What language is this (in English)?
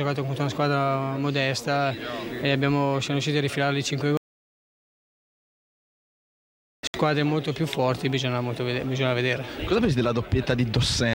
Italian